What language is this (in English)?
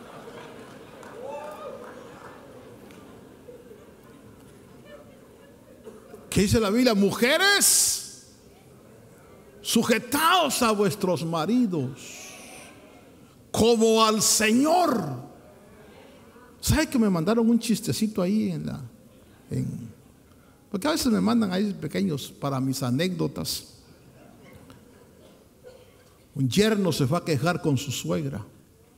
Spanish